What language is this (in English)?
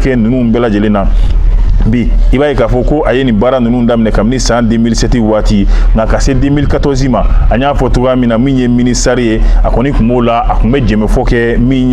Bambara